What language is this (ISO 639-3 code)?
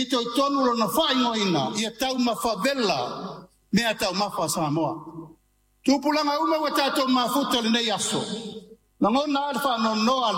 smo